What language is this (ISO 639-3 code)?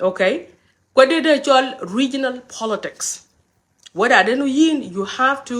nus